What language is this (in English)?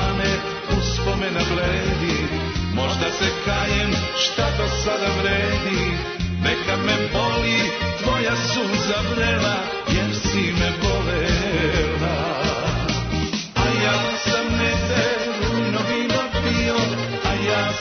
Serbian